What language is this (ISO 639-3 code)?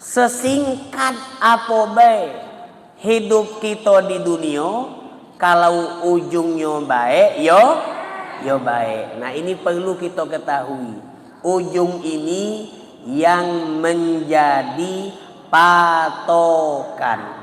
mui